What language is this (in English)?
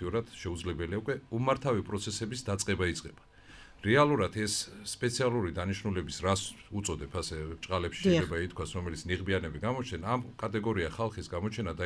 Georgian